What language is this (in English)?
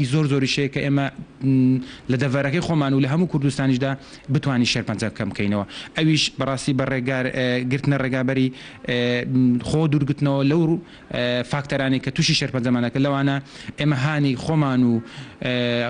Central Kurdish